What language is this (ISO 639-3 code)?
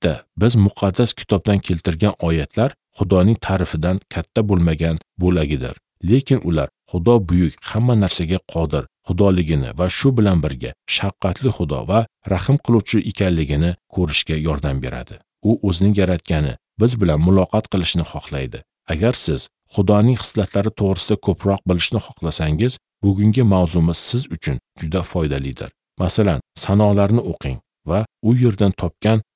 uzb